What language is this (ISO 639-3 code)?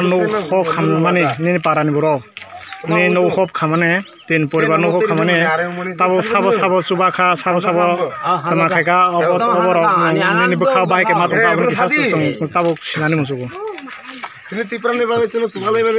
trp